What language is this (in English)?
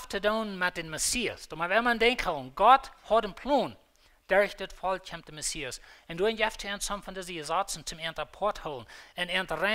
Plautdietsch